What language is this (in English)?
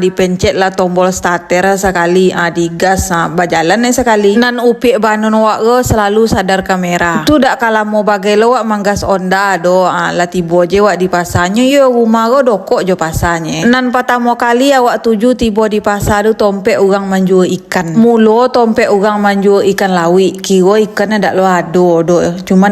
Minangkabau